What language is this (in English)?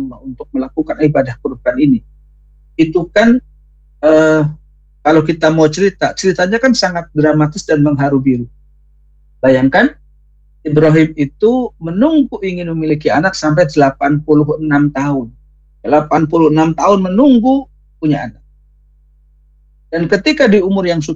Indonesian